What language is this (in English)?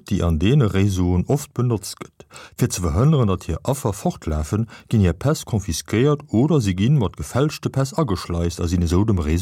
Luxembourgish